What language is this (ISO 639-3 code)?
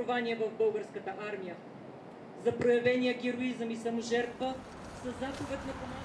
bul